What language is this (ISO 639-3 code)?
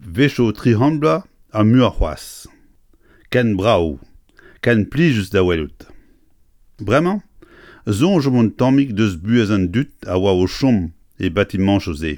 bre